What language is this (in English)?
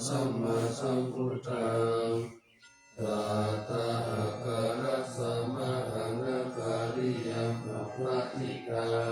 Pali